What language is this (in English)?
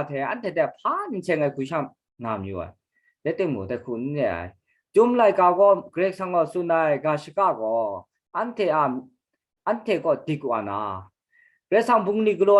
Kachin